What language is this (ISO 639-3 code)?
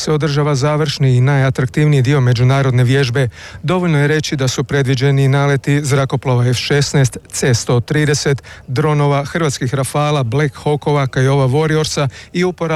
hrv